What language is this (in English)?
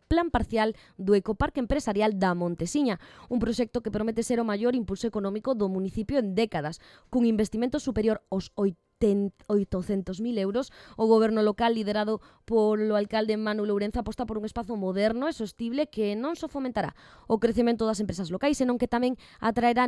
Galician